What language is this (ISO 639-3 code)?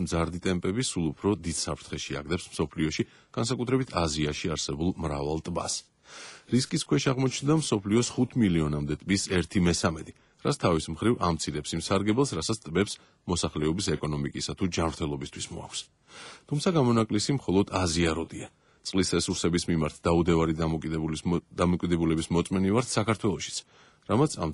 kat